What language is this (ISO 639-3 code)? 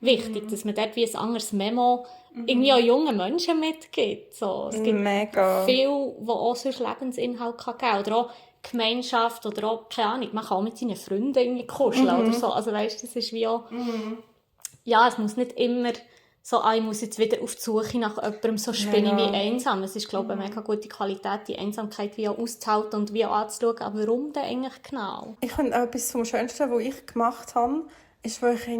gsw